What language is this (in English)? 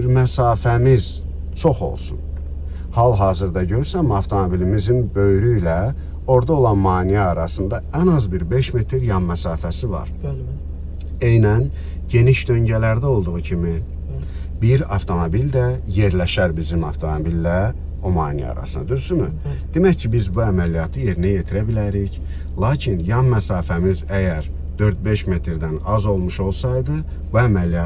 Azerbaijani